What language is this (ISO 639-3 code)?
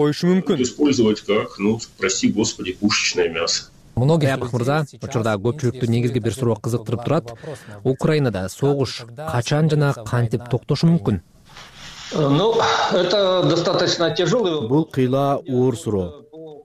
kir